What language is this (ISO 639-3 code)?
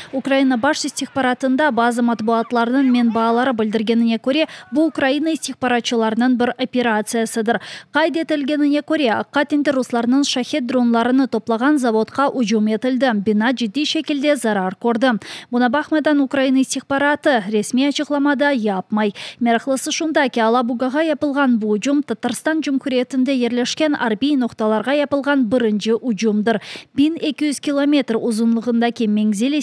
crh